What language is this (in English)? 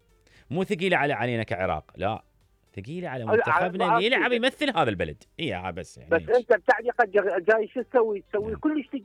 Mesopotamian Arabic